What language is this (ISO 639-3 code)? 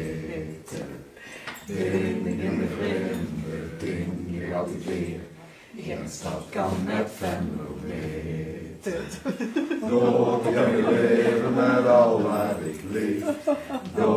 lim